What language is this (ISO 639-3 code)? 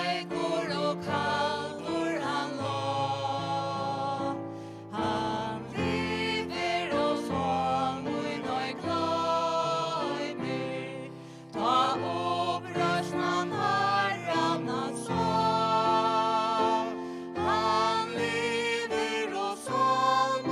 fao